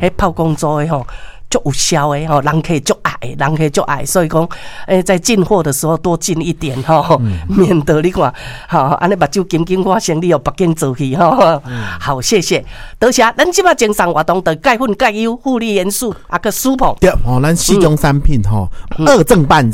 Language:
Min Nan Chinese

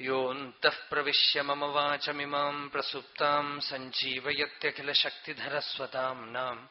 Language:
Sanskrit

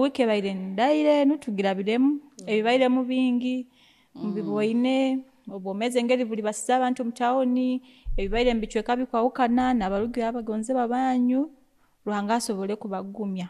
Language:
Nyoro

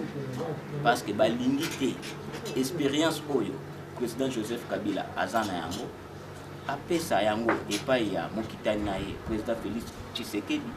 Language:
Lingala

